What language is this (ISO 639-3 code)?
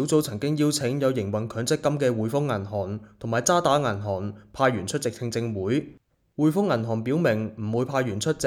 yue